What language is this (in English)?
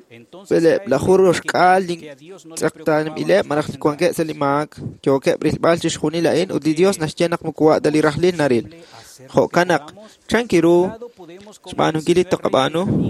Kekchí